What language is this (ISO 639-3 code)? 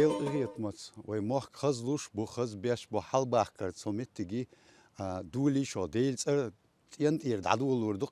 che